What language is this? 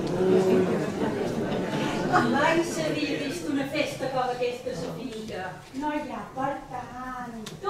Catalan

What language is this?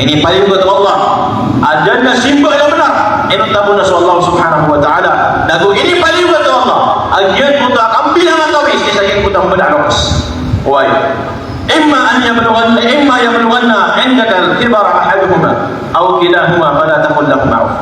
Maranao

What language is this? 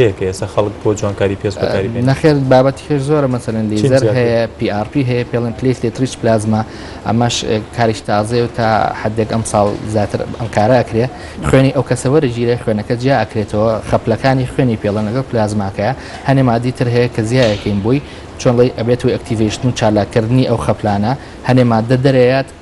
Central Kurdish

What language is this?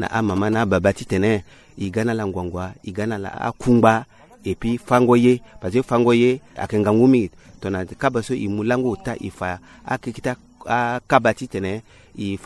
Sango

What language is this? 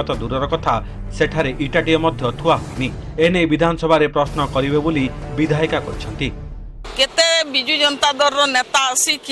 Odia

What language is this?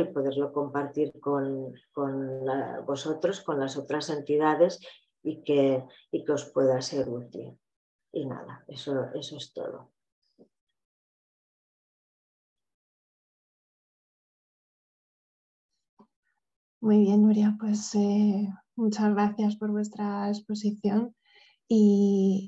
Spanish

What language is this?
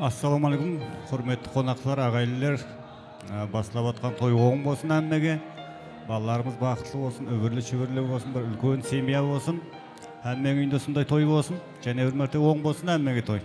Kara-Kalpak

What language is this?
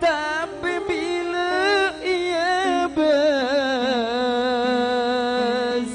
Madurese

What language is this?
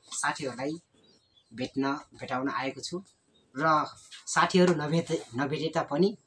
Nepali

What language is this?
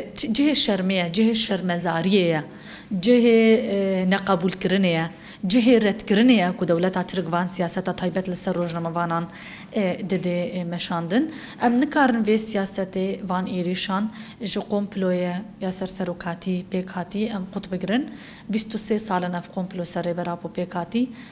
Kurdish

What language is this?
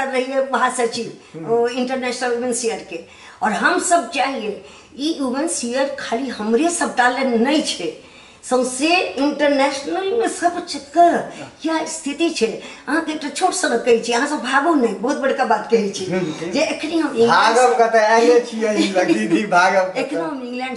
Maithili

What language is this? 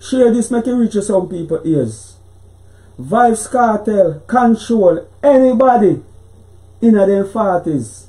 Jamaican Creole English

